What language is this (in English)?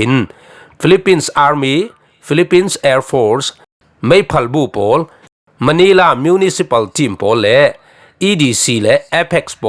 Falam Chin